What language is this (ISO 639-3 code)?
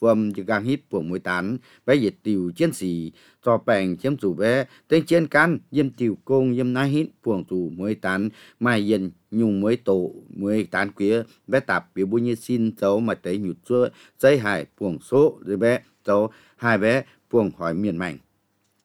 vie